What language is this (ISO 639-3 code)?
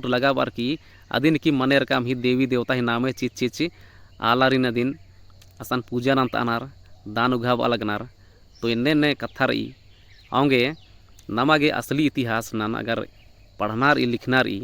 kru